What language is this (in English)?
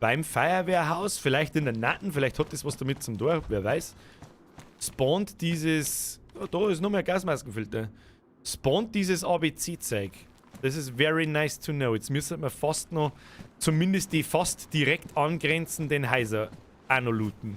Bavarian